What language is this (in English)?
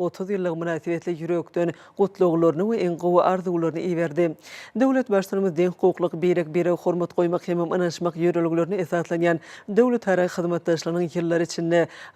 Turkmen